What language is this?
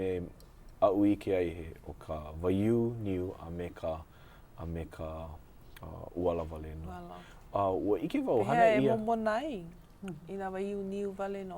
Hawaiian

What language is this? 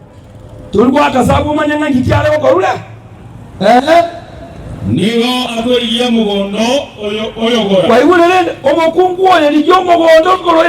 Gusii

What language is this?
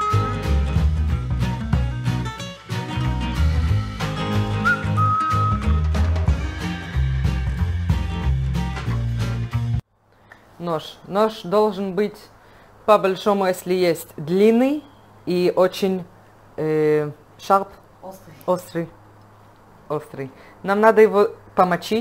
Russian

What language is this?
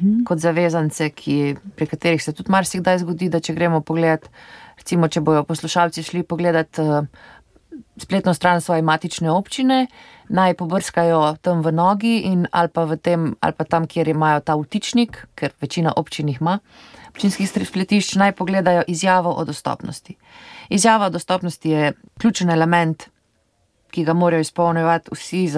Slovenian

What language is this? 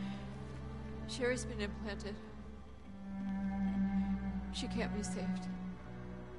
English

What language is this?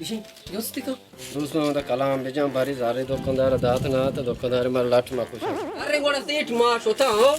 Baluchi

